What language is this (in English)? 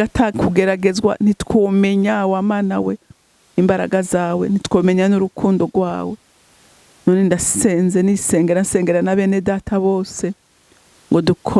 Rundi